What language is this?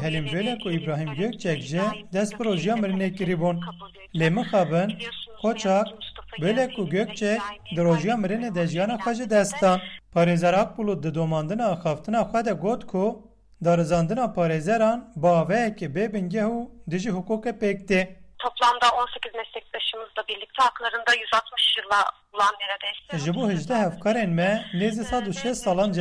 Kurdish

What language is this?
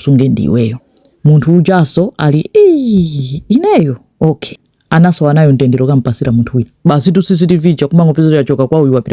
Nyanja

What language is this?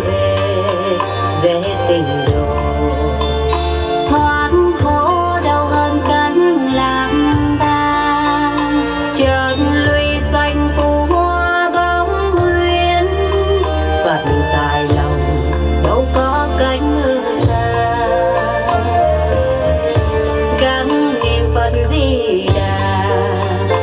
Vietnamese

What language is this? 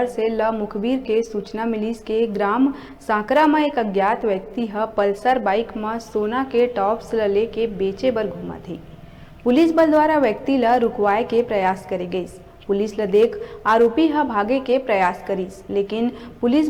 Chhattisgarhi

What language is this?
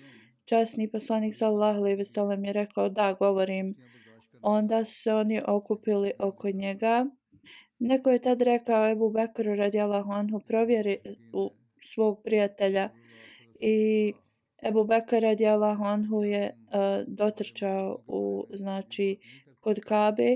Bosnian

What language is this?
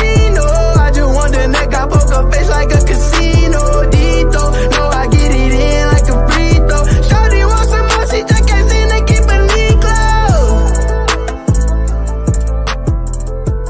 English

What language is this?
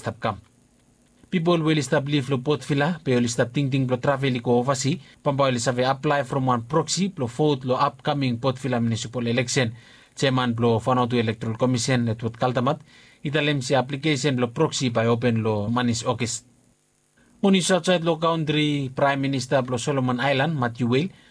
Bislama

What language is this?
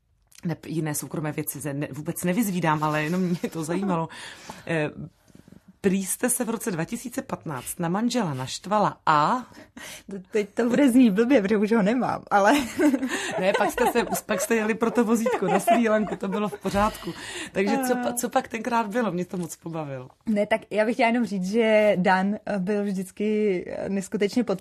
Czech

